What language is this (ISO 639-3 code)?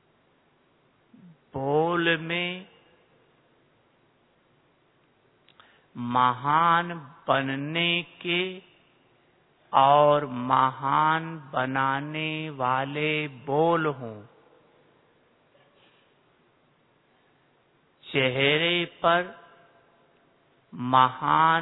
hin